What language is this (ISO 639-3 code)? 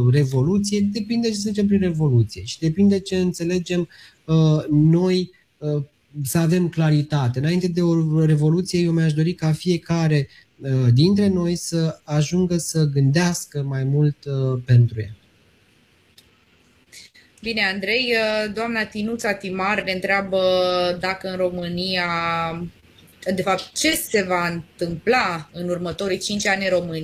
ron